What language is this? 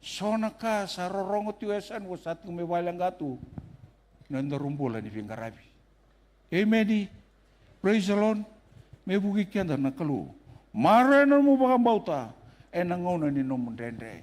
Fijian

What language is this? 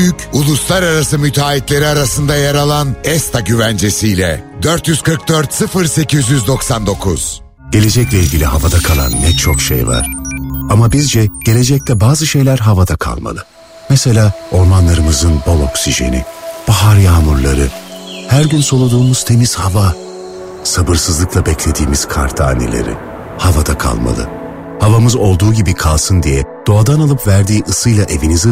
Turkish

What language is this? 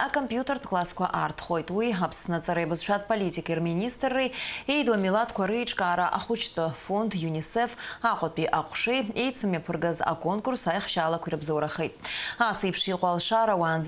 Abkhazian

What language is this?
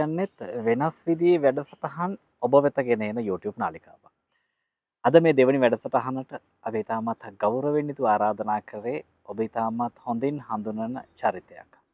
Sinhala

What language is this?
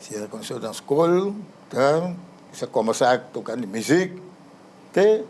Papiamento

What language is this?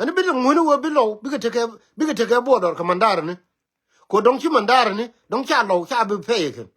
Nuer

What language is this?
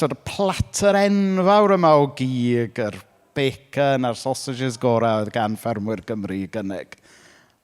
Welsh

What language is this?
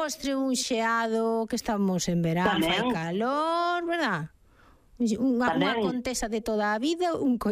Galician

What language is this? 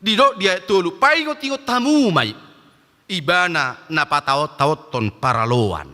Batak Toba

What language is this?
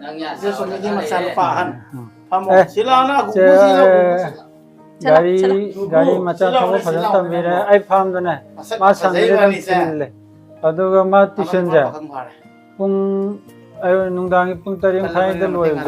Manipuri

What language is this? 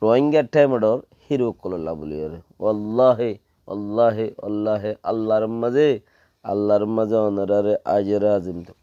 Rohingya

